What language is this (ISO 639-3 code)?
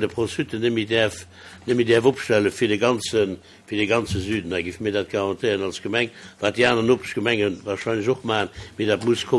ltz